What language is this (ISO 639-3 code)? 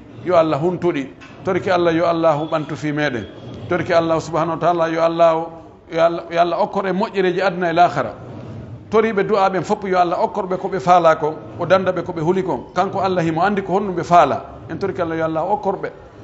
fuf